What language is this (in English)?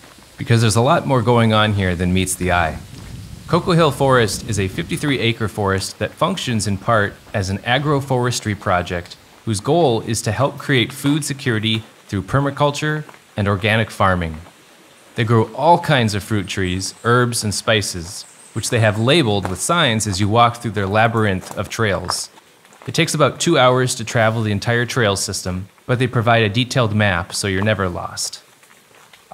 English